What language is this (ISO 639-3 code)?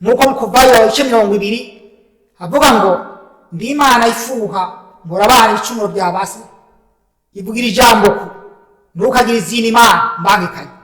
run